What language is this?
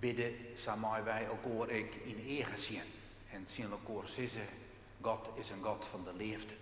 Western Frisian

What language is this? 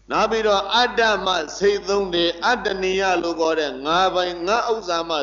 Burmese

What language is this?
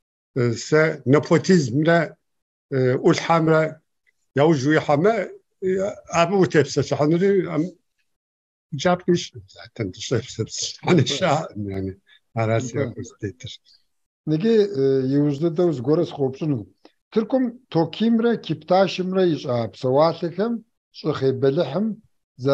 Kabardian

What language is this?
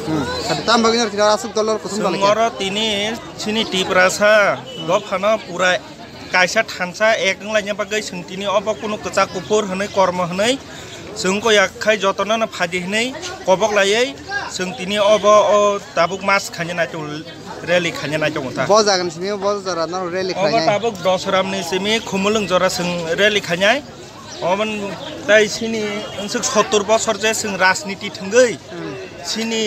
Kok Borok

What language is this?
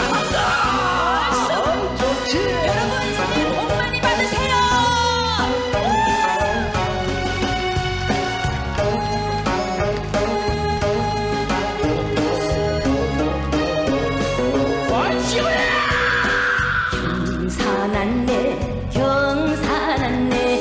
Korean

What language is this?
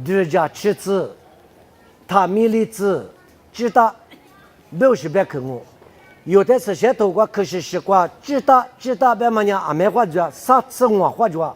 Lisu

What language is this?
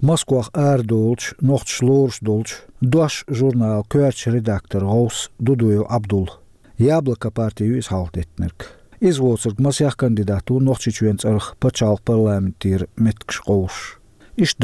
Chechen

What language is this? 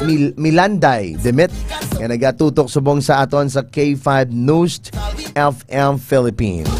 Hiligaynon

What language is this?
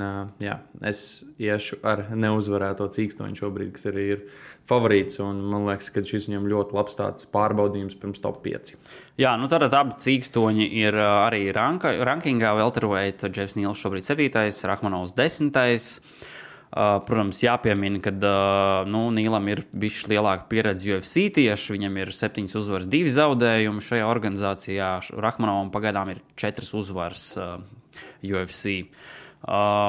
Latvian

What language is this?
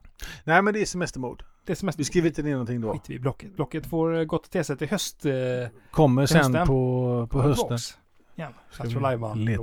Swedish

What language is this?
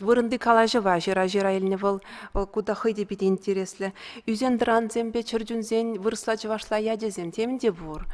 Chuvash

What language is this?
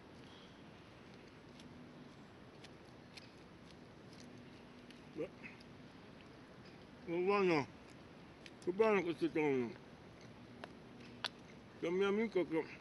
Italian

